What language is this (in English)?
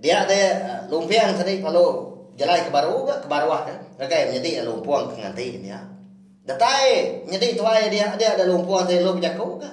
Iban